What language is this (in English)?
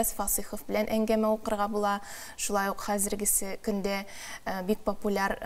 Tatar